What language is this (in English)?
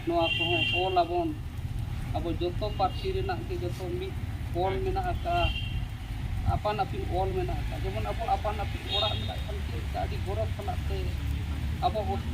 Santali